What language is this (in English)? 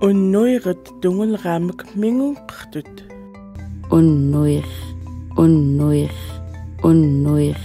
Central Yupik